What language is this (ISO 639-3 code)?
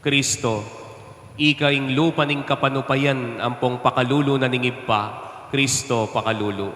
pam